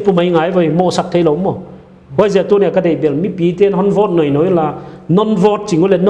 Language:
Paite Chin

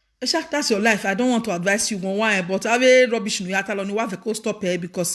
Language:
Nigerian Pidgin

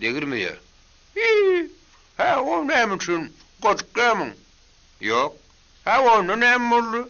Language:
Turkmen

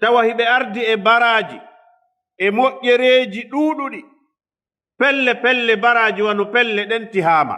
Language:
Fula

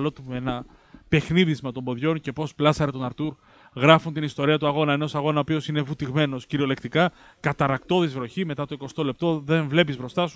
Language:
Greek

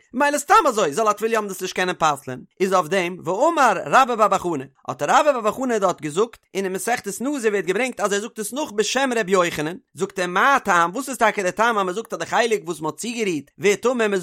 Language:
Yiddish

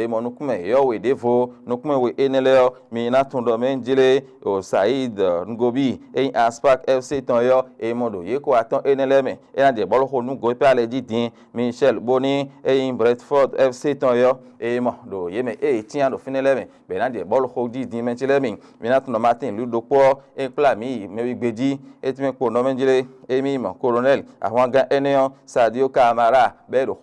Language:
Fon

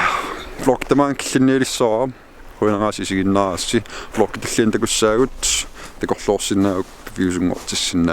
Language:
Kalaallisut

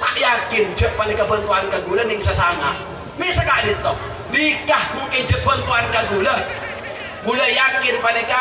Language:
Madurese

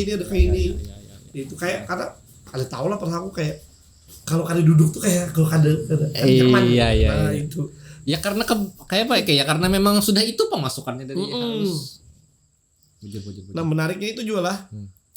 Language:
Banjar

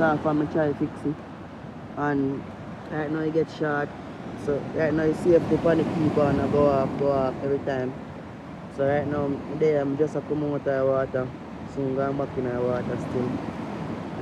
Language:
Jamaican Creole English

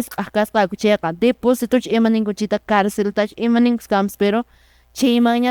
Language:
Quechua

